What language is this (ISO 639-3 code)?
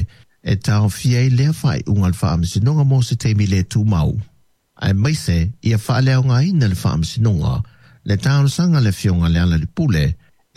smo